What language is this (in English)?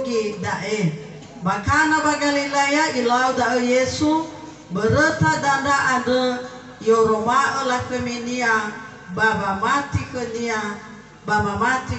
Nias